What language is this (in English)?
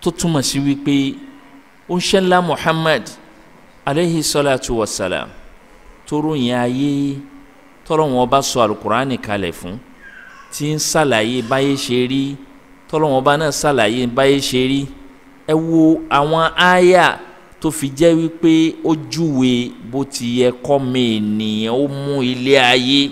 Yoruba